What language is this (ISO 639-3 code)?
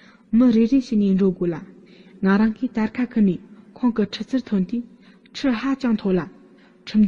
bod